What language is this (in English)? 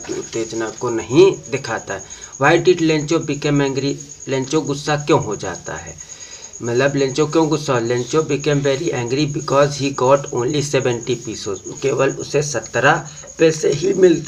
Hindi